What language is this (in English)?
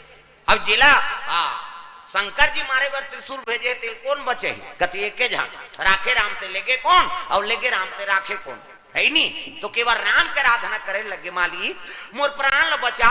Chhattisgarhi